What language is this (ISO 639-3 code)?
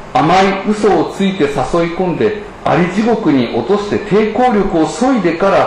jpn